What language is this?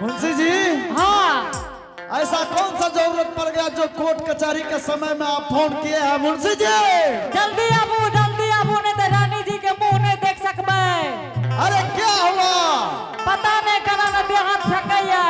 Angika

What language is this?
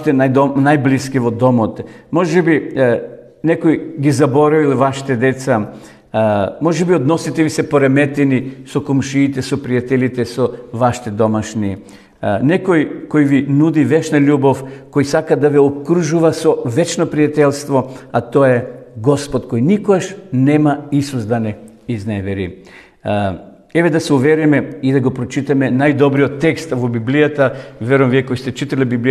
Macedonian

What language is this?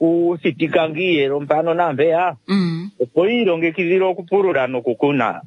Kuanyama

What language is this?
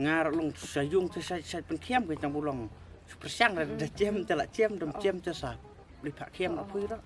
Khasi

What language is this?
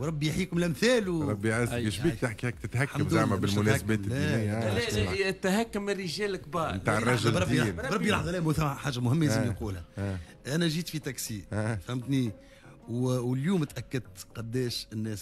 Tunisian Arabic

